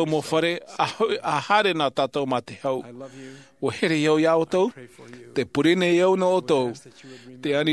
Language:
Tahitian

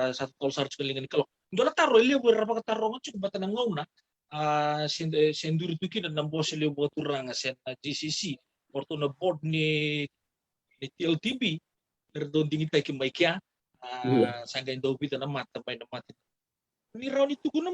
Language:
Fijian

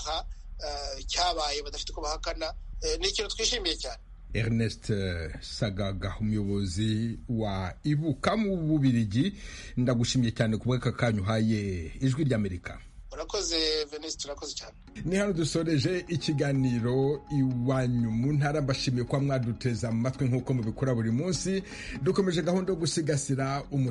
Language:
Kinyarwanda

